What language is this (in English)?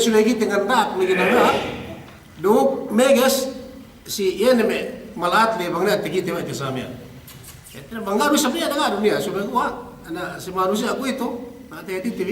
Yakan